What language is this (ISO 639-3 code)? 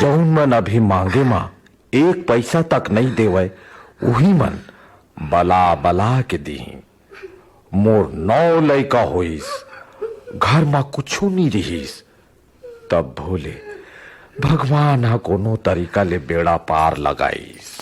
hne